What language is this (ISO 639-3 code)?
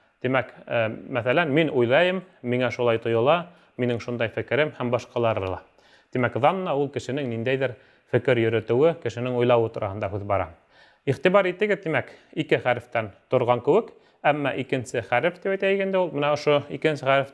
bak